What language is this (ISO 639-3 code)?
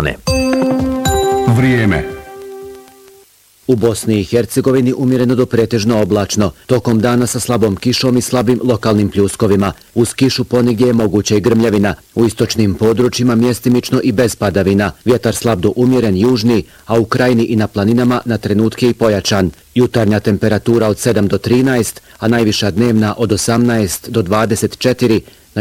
bos